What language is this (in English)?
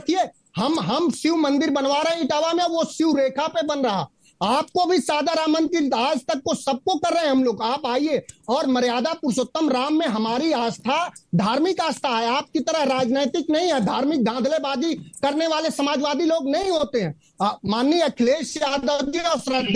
Hindi